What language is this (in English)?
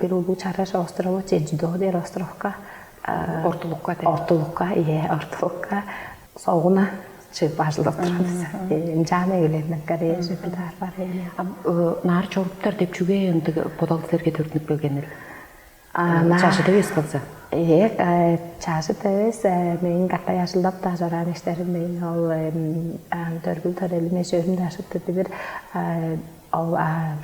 Tuvinian